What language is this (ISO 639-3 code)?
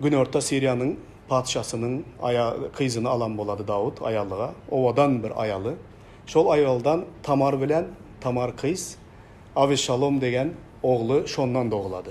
tuk